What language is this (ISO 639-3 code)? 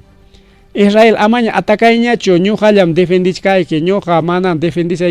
quy